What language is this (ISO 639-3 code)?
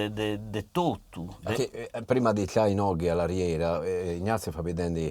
srd